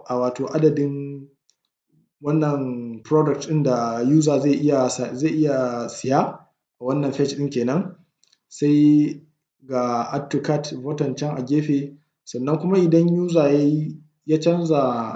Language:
Hausa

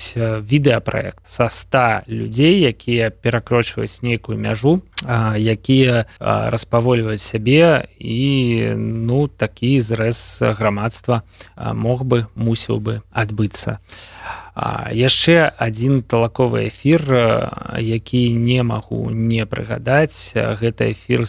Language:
Belarusian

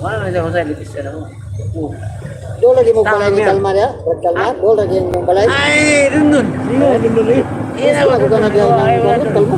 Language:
Cebuano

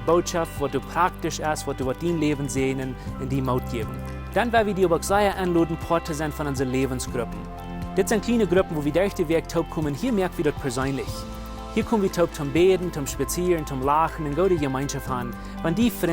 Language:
Plautdietsch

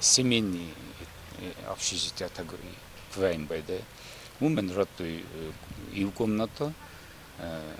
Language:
Ossetic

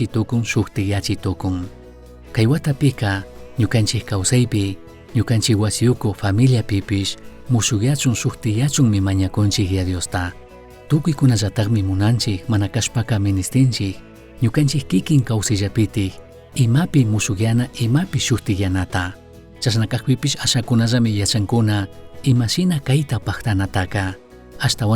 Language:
Chimborazo Highland Quichua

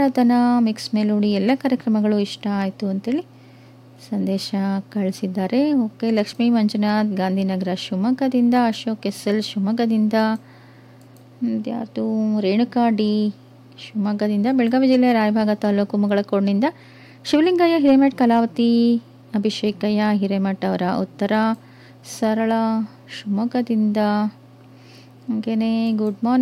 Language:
Kannada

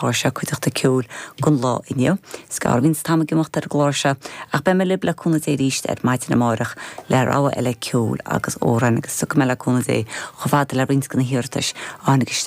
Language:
Irish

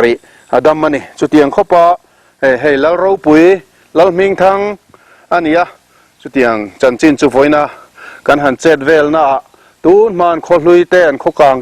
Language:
Mizo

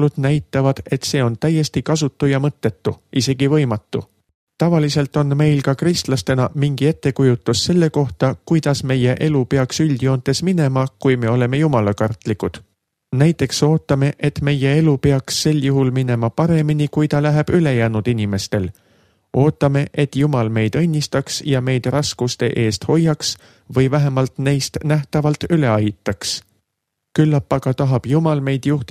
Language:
Estonian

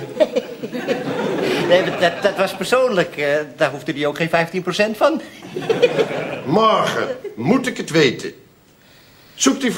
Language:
Dutch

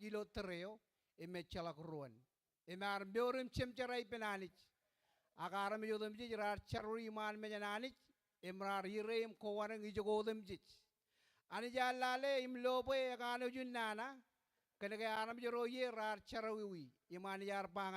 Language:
Marshallese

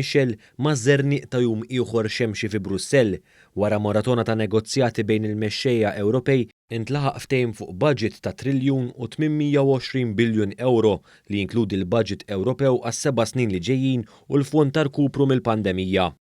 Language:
Maltese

